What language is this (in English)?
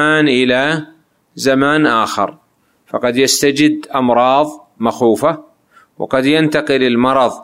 Arabic